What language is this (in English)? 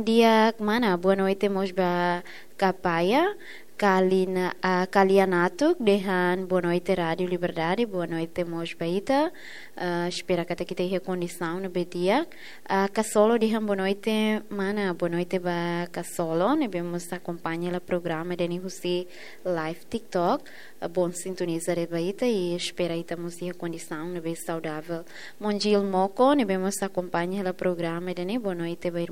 Tetum